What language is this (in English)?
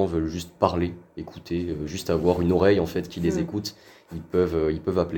French